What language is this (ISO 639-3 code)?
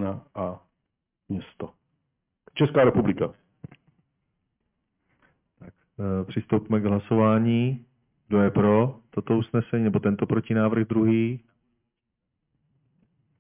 ces